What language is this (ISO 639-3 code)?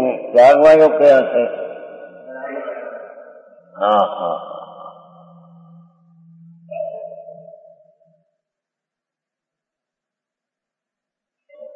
guj